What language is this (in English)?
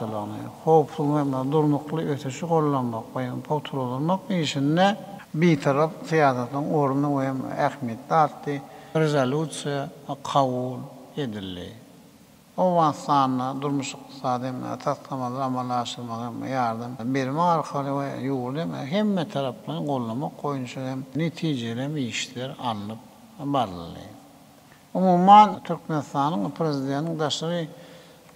Turkmen